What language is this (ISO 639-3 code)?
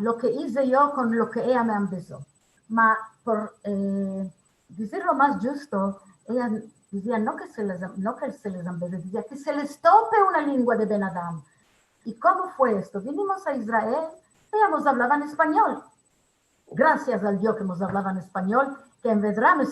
lad